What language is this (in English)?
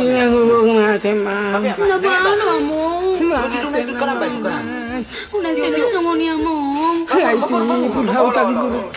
Batak Toba